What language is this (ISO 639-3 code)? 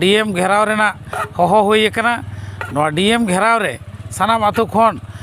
sat